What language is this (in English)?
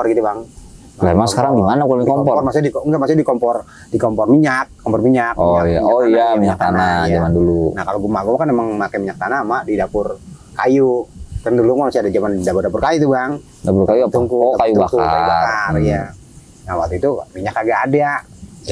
Betawi